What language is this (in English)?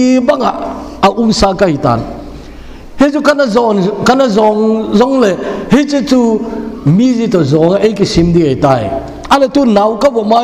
Thado Chin